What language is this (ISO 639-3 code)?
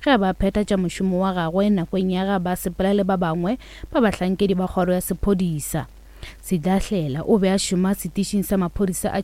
nso